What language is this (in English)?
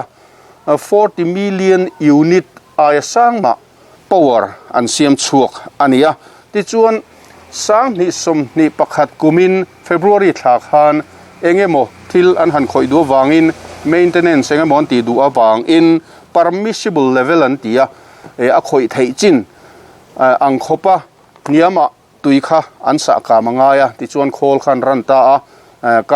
Mizo